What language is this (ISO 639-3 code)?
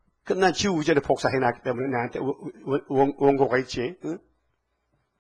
kor